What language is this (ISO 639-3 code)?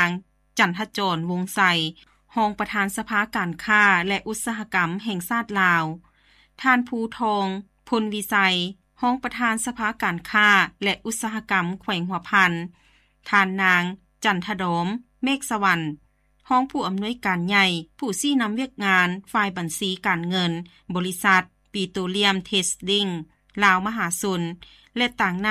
lao